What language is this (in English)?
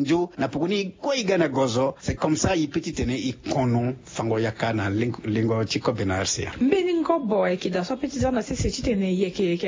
Sango